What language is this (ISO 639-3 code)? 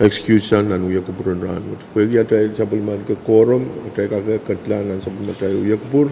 pon